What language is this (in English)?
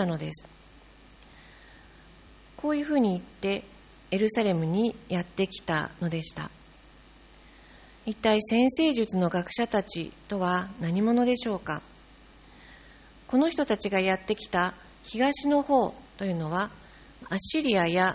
Japanese